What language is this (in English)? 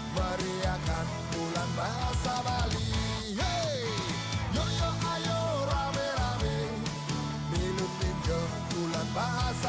Balinese